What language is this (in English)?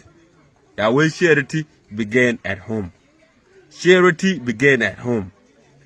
Nuer